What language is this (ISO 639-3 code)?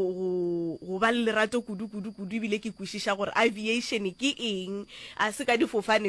nso